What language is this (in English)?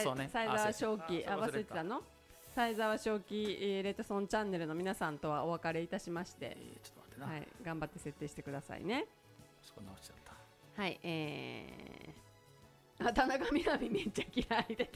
Japanese